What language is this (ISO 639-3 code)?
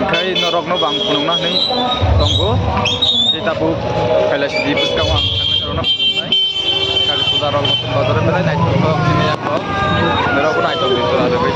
trp